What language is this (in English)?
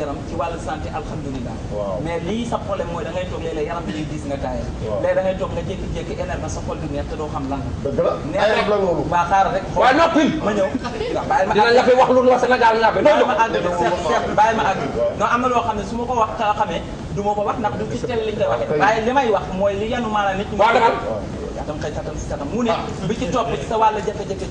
Wolof